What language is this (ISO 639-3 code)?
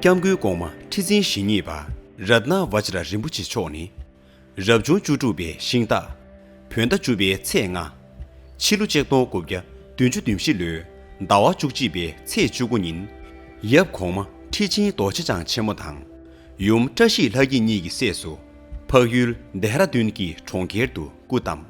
bod